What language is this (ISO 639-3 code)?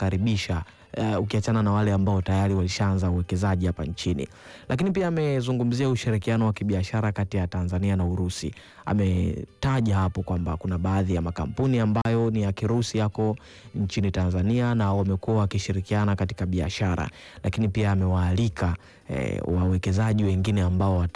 swa